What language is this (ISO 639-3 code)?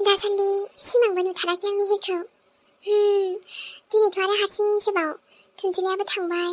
brx